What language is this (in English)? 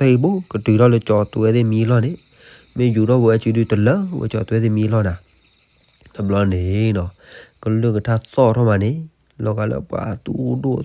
S'gaw Karen